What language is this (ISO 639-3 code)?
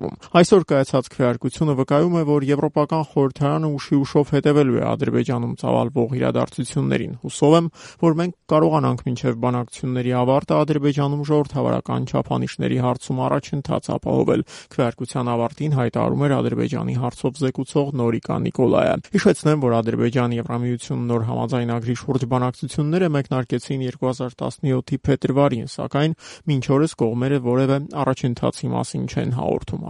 hye